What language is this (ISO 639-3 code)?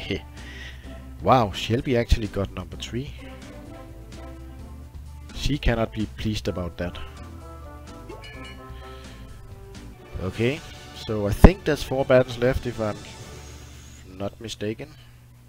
eng